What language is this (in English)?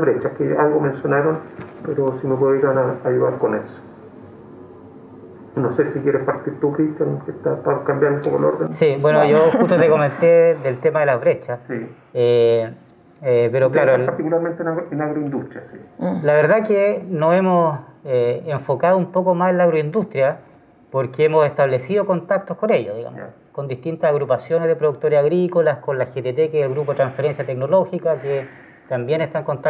Spanish